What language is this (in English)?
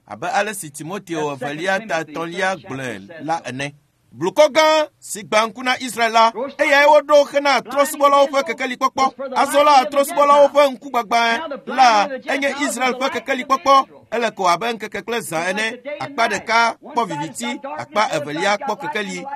Ewe